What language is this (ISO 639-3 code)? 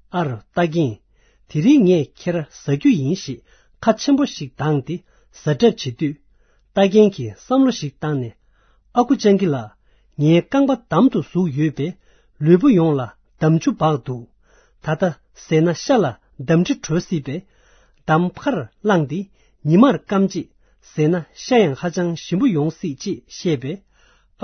bod